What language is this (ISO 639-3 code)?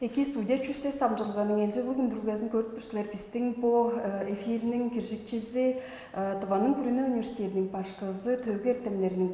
tyv